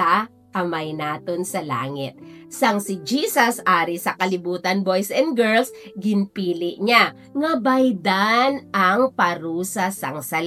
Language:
Hiligaynon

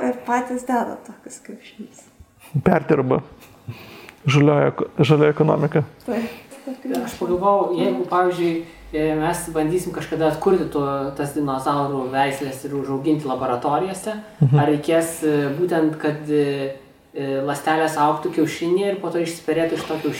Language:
Lithuanian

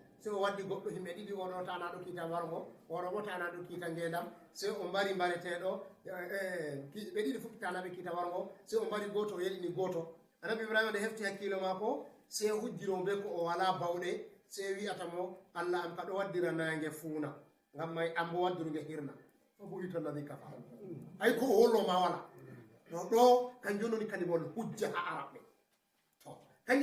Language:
Fula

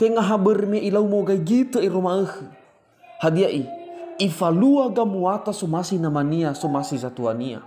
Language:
Nias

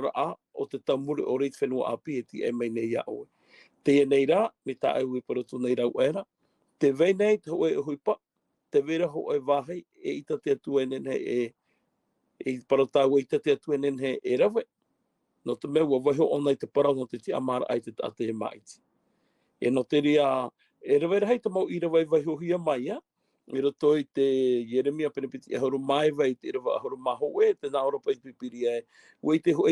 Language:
Tahitian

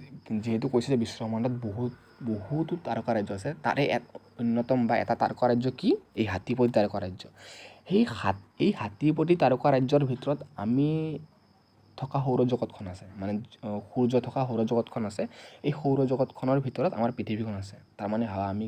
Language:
Assamese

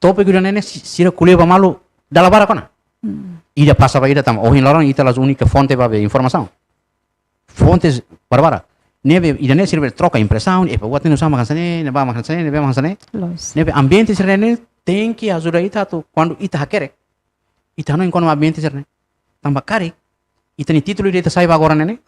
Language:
Tetum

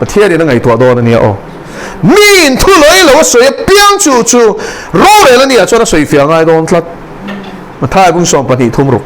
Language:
Mizo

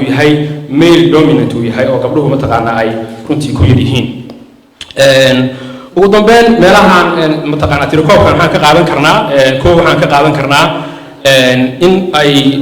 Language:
Somali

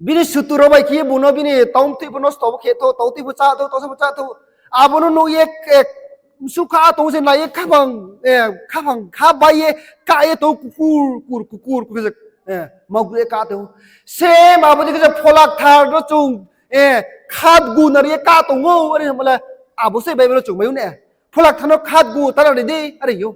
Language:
Riang (India)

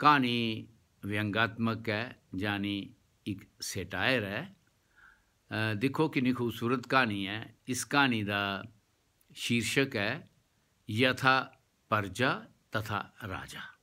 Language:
Dogri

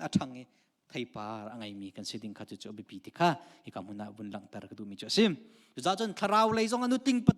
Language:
Hakha Chin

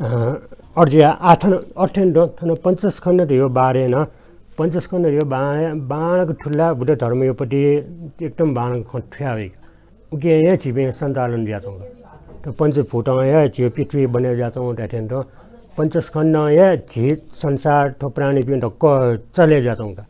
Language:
Newari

